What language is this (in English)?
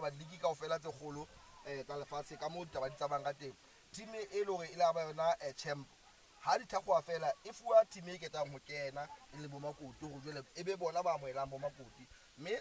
Southern Sotho